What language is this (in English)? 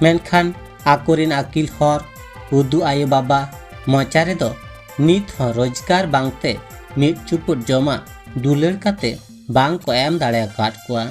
Santali